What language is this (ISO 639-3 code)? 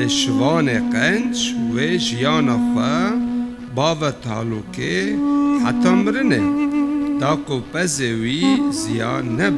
kur